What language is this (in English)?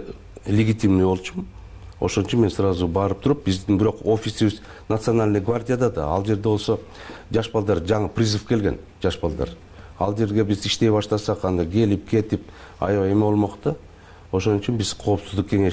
Kyrgyz